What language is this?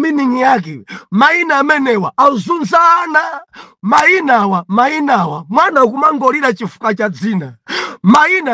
Nyanja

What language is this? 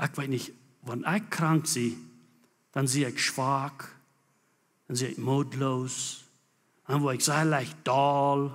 Plautdietsch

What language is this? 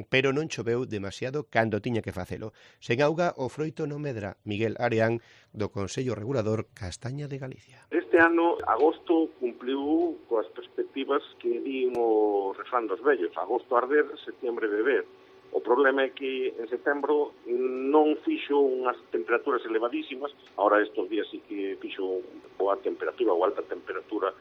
Galician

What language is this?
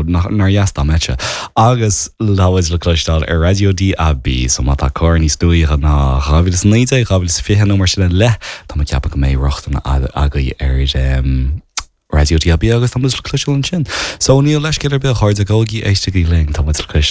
Irish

